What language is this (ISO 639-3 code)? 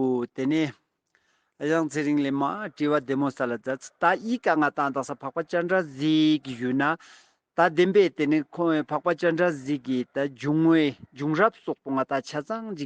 lbj